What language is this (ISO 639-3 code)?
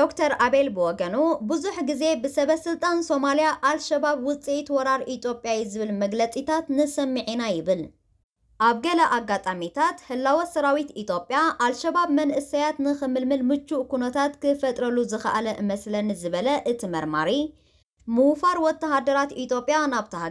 tir